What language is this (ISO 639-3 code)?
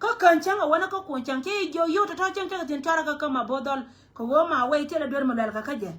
nus